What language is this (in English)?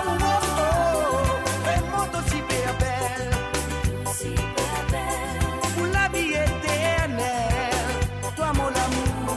Morisyen